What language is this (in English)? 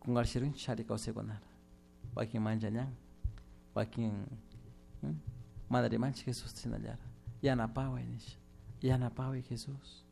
Chimborazo Highland Quichua